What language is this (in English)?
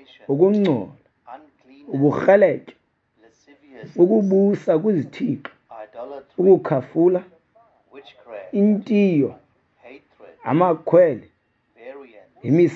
Xhosa